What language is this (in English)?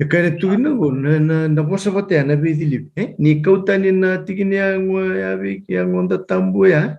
Fijian